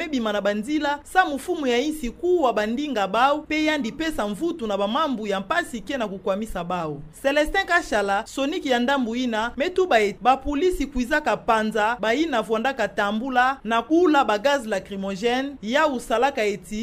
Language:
Kituba (Democratic Republic of Congo)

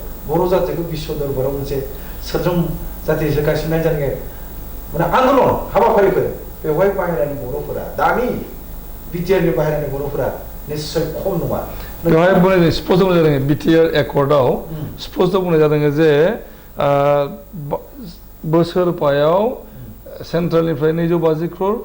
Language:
Bodo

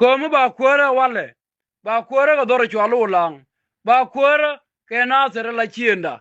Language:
Nuer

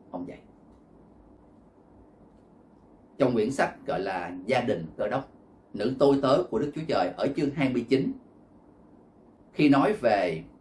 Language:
Vietnamese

